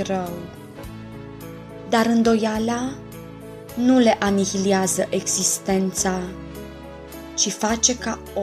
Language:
Romanian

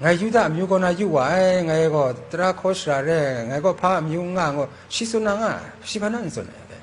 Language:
Kachin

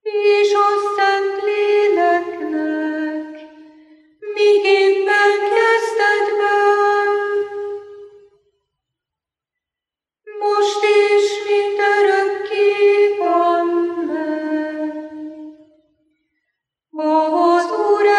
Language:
Hungarian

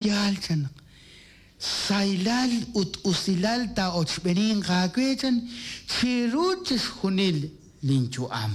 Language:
Kekchí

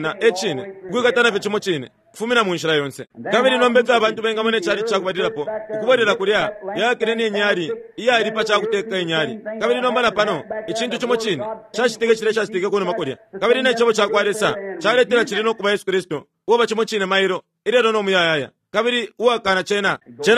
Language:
Bemba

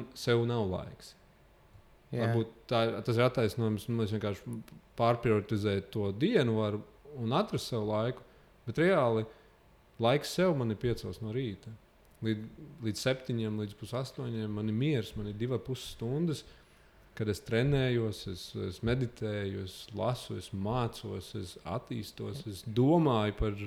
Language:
Latvian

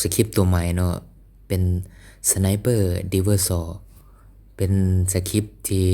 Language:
Lao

